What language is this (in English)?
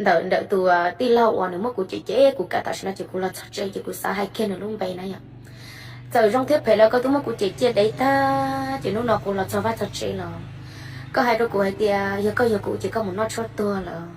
Hmong